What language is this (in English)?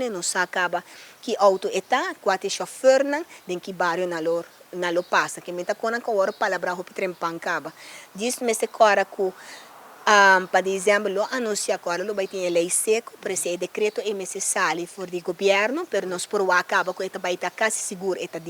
Papiamento